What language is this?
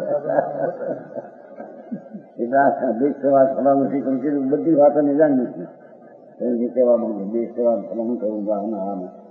Gujarati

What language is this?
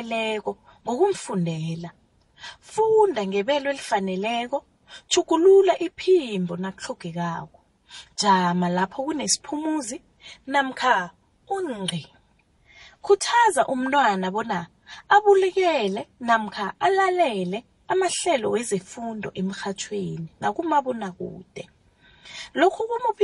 South Ndebele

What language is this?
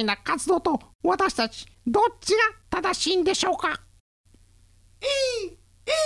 Japanese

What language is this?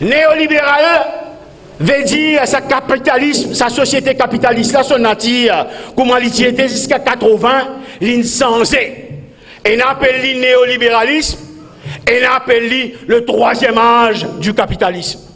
Morisyen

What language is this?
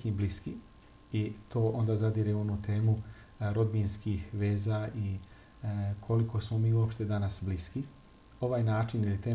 Bosnian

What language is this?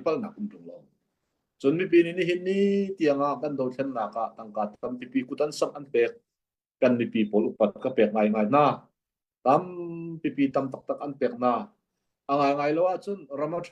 Hakha Chin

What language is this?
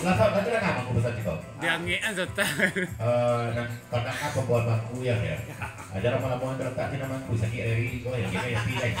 Minangkabau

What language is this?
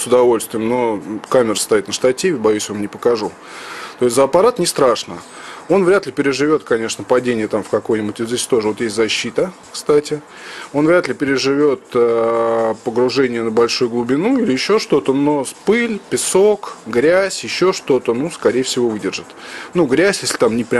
Russian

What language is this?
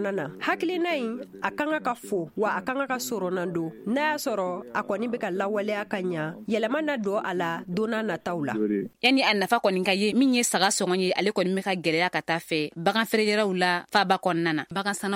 Bambara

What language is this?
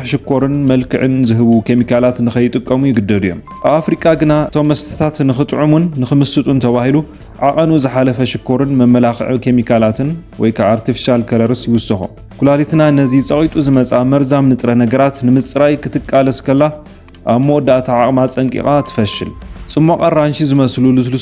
Tigrinya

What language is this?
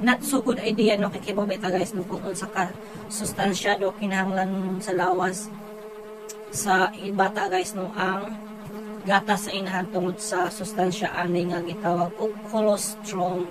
Cebuano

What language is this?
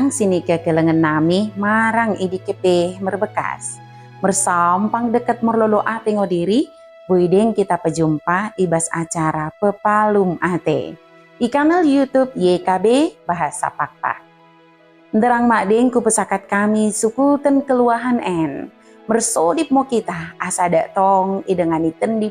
Batak Dairi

